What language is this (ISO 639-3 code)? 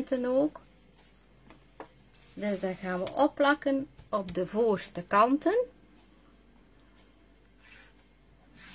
nld